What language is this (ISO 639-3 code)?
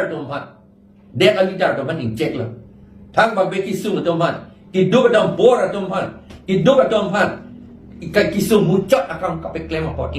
mjw